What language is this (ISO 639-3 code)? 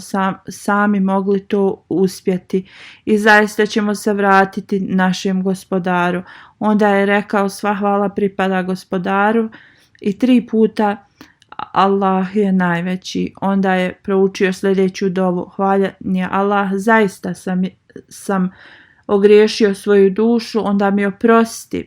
bos